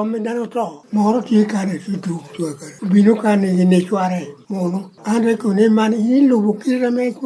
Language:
Lango (Uganda)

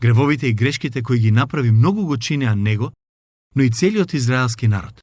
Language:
Macedonian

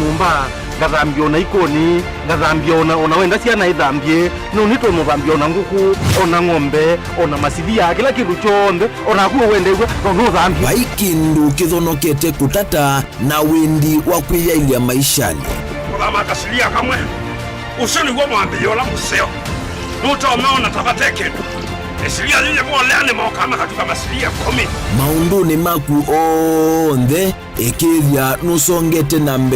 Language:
Kamba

